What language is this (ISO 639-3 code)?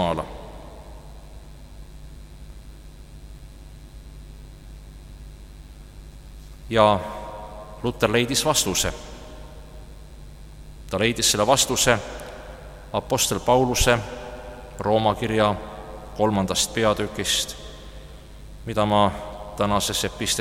est